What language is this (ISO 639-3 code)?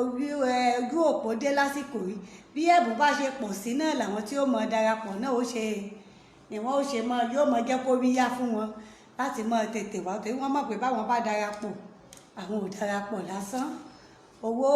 yor